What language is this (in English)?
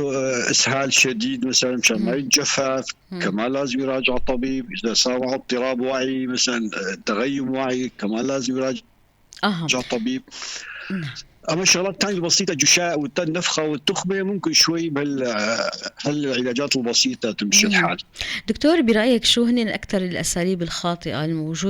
North Levantine Arabic